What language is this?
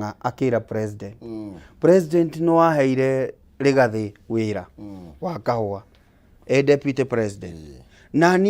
Kikuyu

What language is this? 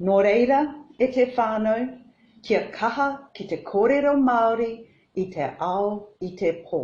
Māori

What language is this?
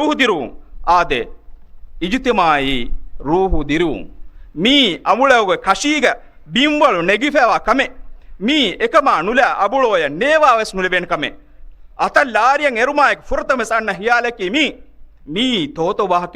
Divehi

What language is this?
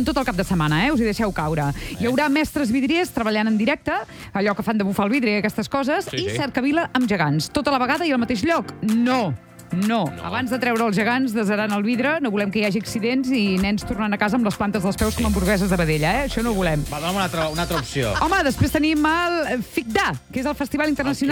Catalan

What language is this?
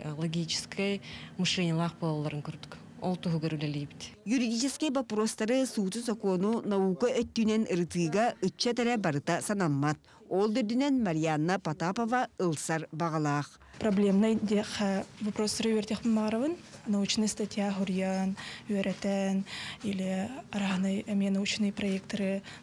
Yakut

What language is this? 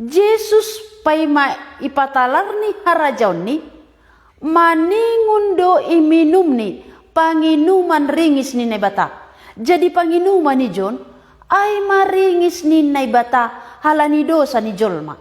Batak Simalungun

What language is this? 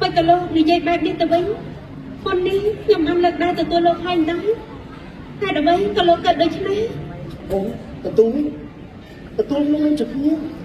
Khmer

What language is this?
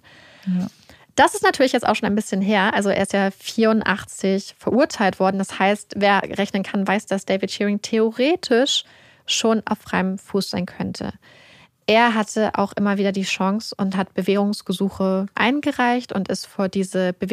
German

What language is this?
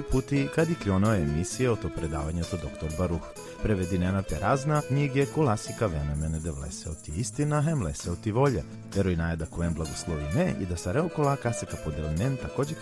Balkan Romani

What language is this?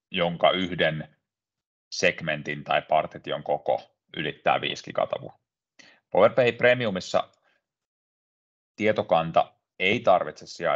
Finnish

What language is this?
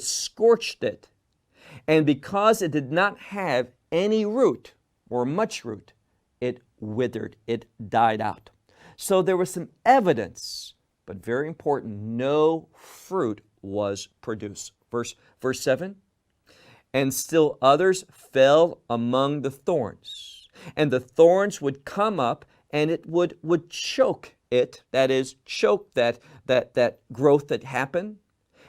English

